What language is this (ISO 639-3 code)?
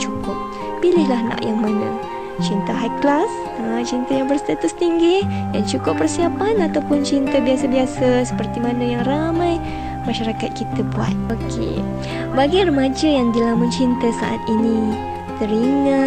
msa